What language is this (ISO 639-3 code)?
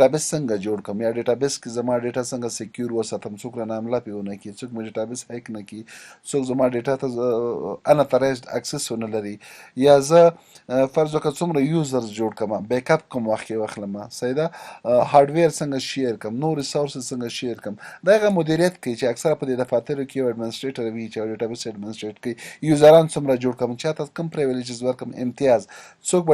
pus